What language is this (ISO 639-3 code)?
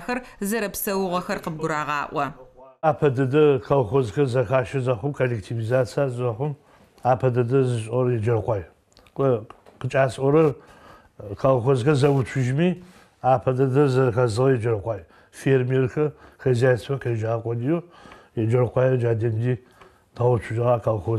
ady